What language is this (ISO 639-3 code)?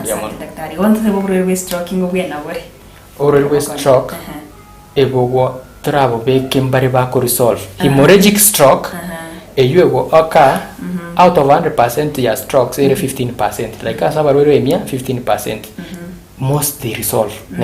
guz